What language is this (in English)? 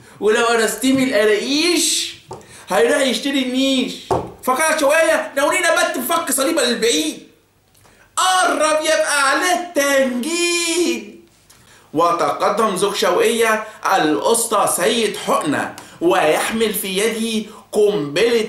Egyptian Arabic